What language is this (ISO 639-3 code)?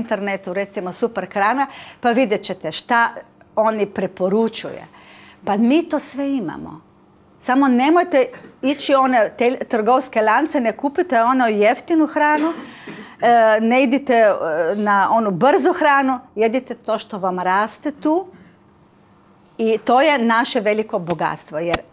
hrv